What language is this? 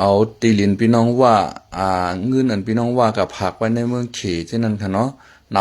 Shan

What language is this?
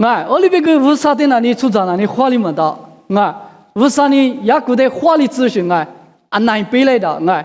Lisu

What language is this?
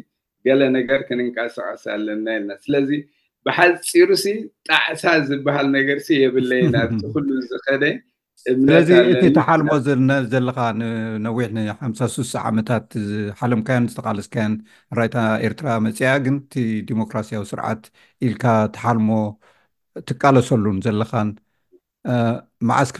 Tigrinya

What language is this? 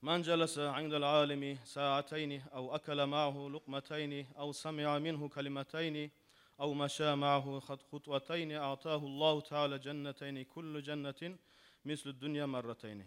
Kumyk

